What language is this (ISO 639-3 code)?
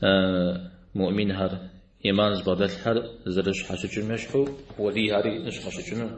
kbd